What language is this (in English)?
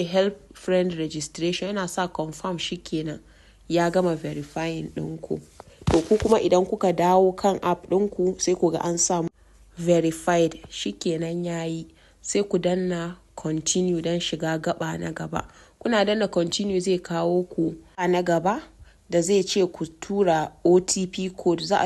Hausa